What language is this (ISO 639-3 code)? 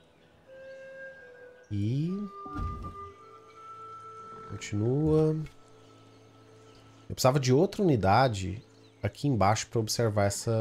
por